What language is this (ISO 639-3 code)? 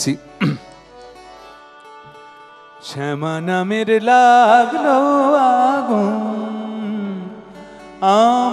ben